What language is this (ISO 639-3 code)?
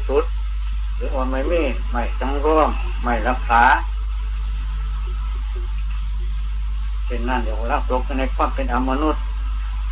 tha